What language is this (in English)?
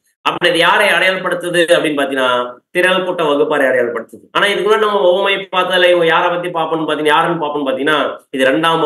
Tamil